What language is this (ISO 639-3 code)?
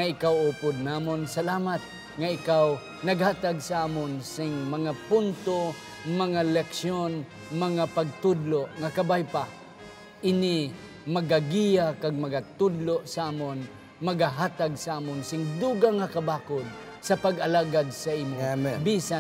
hil